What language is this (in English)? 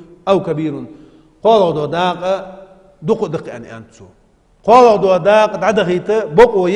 Ingush